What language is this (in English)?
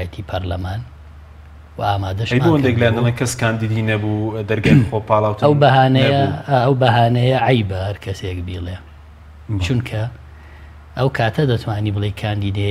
Central Kurdish